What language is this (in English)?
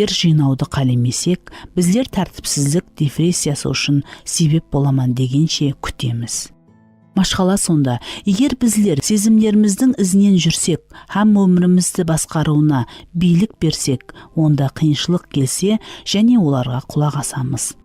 Kara-Kalpak